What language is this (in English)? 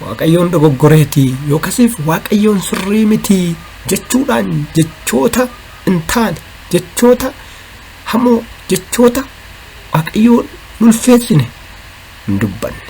Oromo